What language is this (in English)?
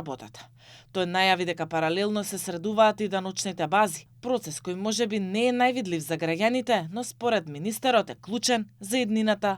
Macedonian